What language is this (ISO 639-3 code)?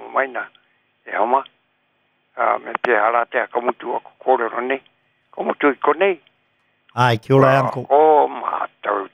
mri